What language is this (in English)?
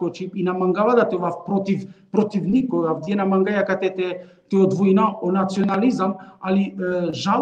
Balkan Romani